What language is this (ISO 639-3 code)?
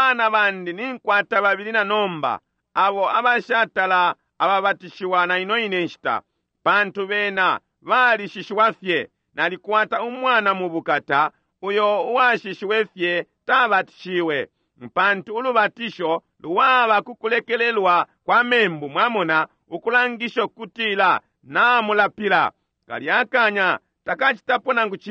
bem